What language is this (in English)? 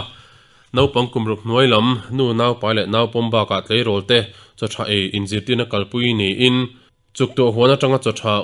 Mizo